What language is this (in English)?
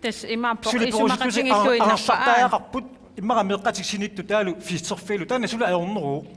Kalaallisut